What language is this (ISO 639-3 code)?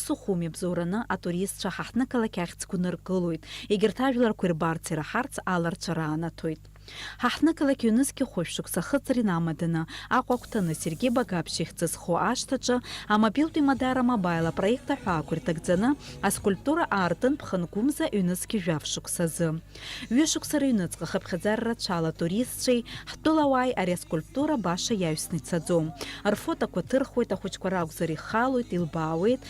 abk